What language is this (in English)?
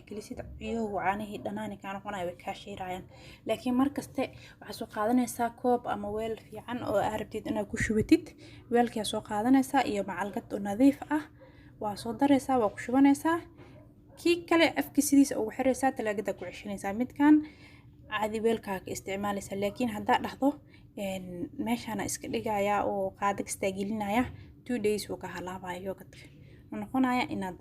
Somali